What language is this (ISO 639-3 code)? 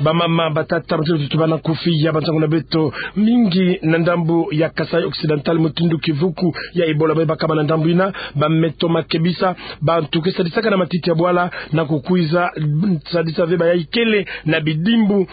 ktu